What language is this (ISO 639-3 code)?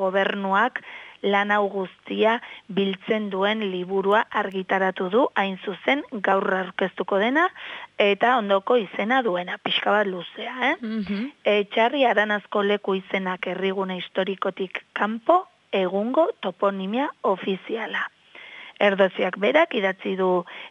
eus